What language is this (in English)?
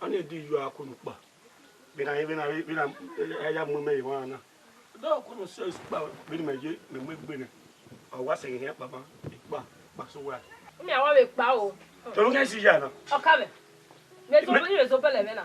Bini